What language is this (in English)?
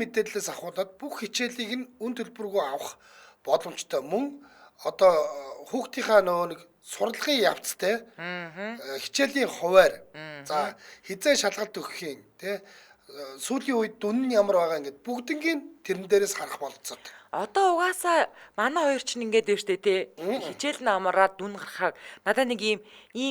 Mongolian